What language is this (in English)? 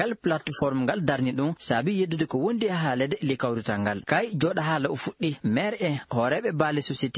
Fula